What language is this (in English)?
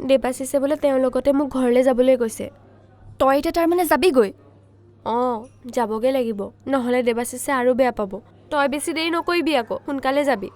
Assamese